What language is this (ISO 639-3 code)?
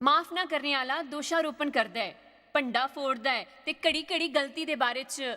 doi